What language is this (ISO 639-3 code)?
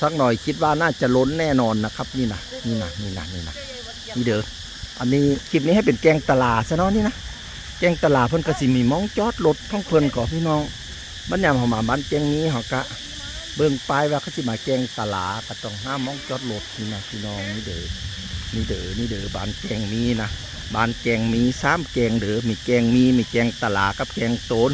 tts